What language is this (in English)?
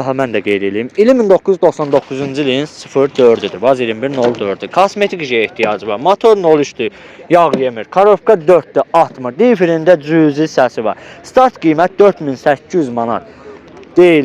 Azerbaijani